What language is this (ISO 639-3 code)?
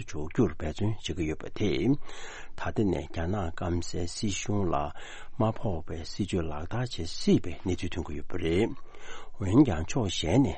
bod